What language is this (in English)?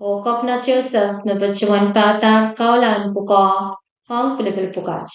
Pohnpeian